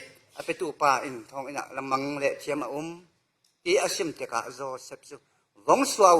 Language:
Falam Chin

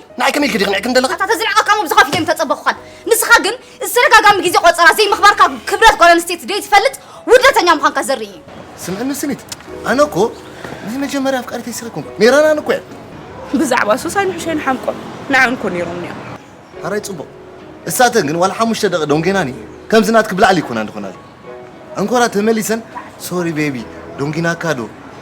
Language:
Tigrinya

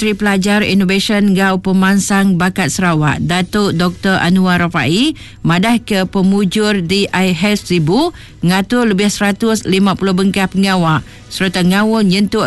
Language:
Iban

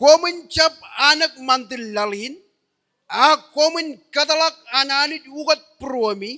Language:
Marshallese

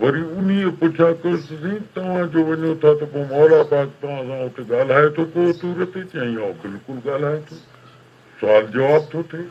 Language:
Sindhi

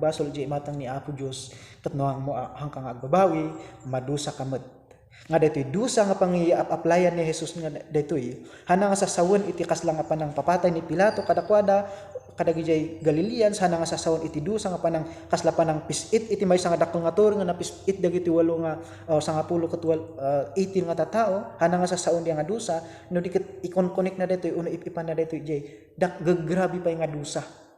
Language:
Iloko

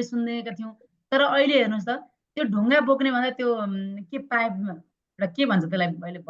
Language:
Nepali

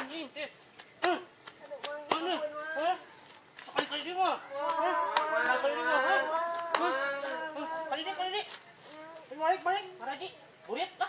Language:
Sundanese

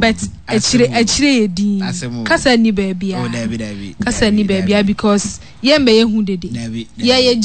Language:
Akan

